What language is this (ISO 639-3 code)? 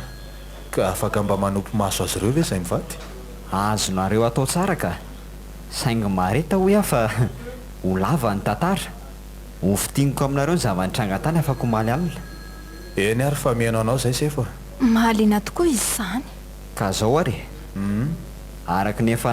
mlg